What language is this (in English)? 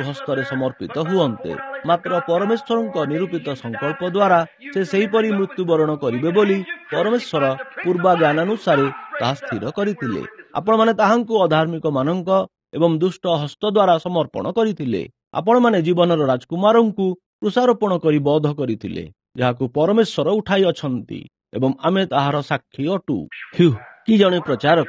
Odia